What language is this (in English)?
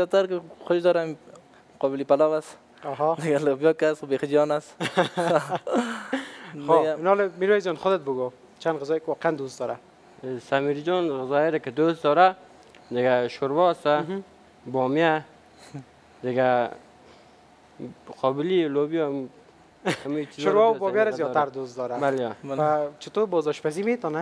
Persian